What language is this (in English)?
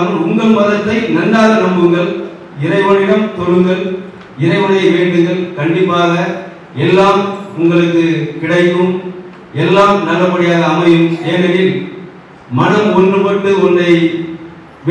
Tamil